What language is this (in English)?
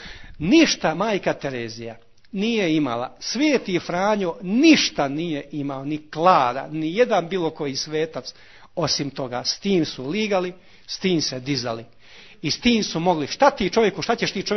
Croatian